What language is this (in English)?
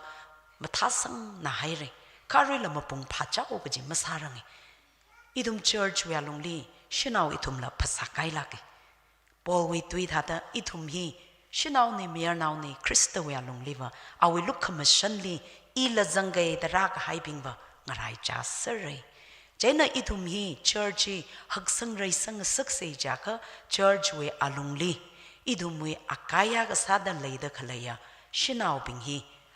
Tangkhul Naga (India)